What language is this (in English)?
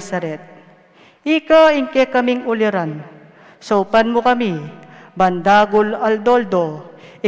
Pampanga